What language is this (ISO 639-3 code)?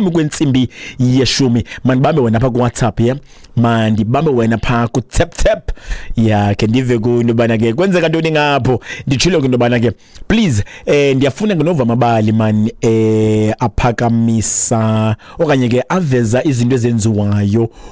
xho